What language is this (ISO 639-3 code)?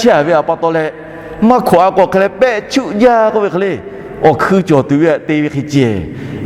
lhu